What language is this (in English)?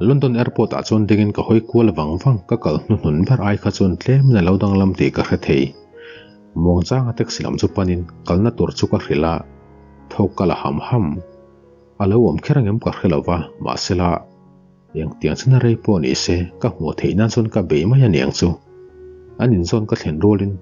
Mizo